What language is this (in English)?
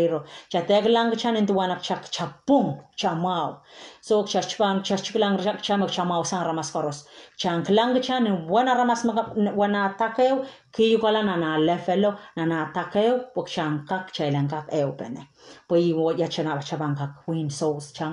Pohnpeian